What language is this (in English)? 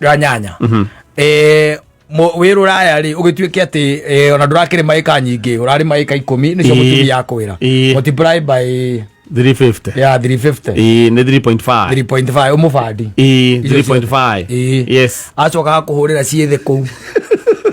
Kikuyu